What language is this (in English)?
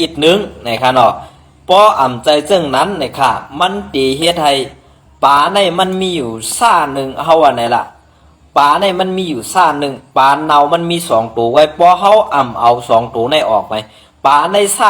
Shan